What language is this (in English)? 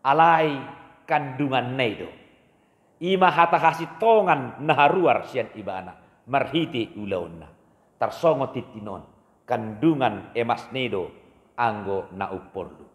Batak Toba